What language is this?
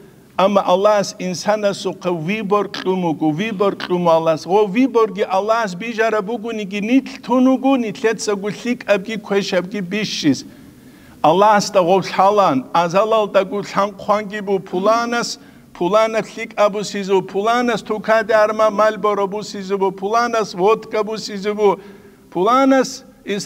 Avaric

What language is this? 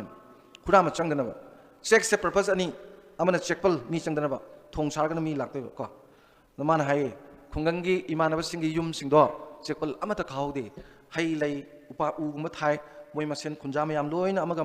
Manipuri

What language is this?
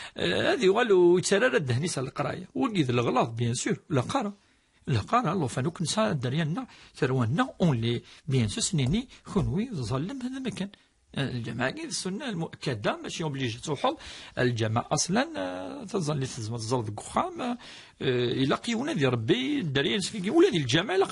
Kabyle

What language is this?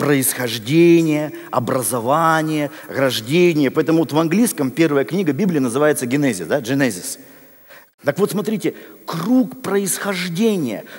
Russian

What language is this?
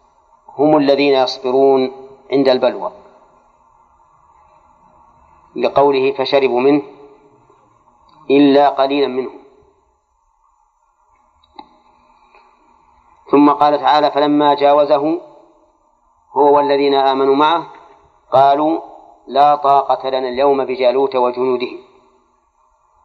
Arabic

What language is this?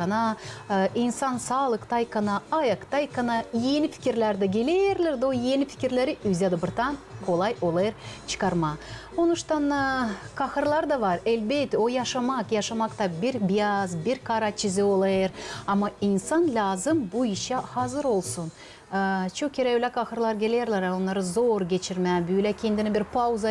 Gagauz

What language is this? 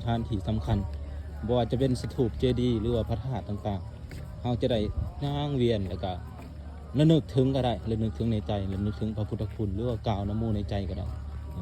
Lao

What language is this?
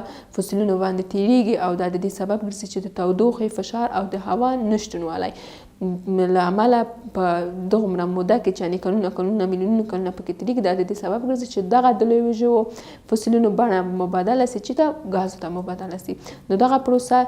Pashto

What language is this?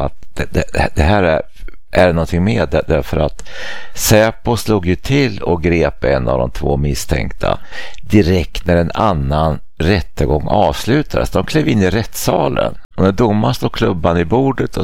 Swedish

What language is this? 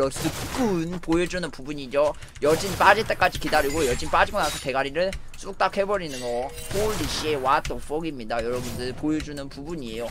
Korean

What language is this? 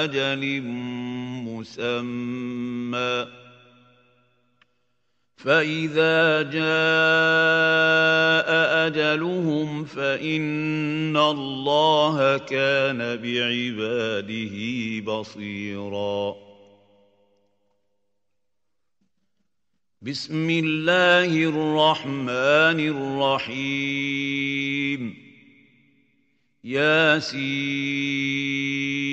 Arabic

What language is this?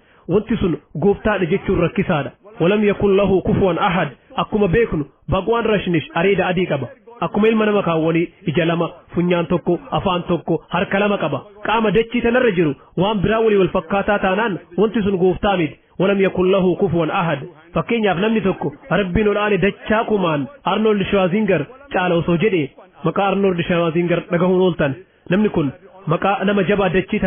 Oromo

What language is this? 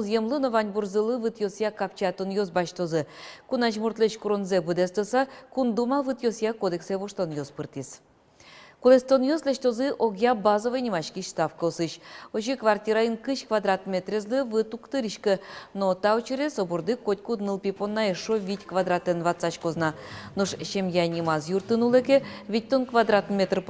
Udmurt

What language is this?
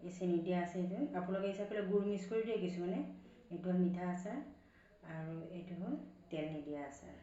Assamese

